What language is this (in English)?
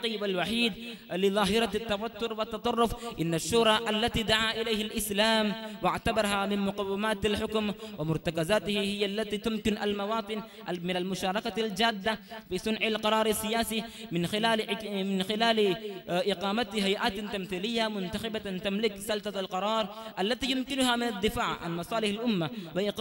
Arabic